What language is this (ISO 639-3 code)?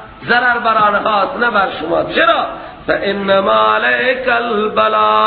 fas